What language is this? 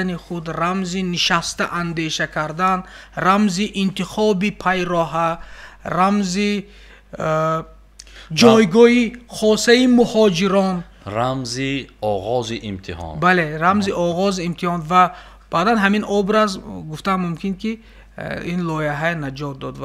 Tajik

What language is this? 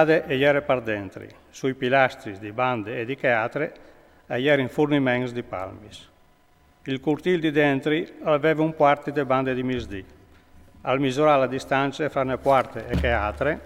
Friulian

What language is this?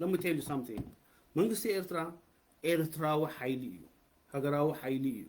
Tigrinya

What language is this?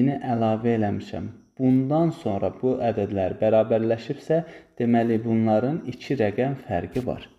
Azerbaijani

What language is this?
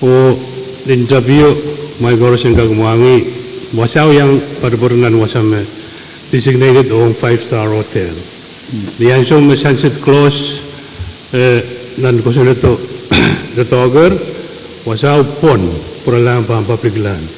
Pohnpeian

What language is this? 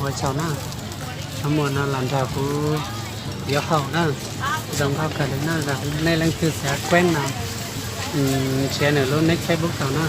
Hmong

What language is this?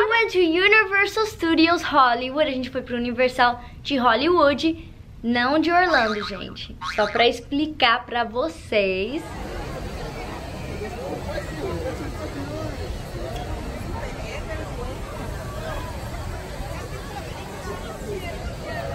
Portuguese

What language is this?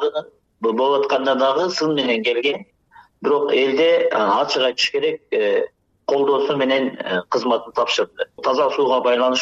Kyrgyz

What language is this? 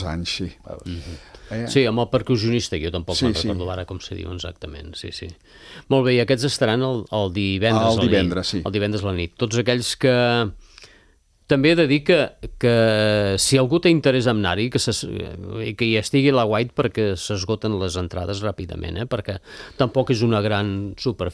Catalan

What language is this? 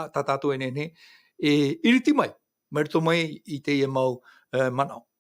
Tahitian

